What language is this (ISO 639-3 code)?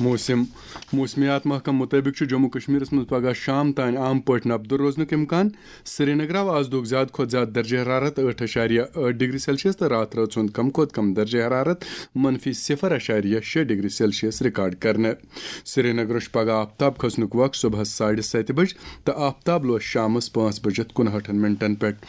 kas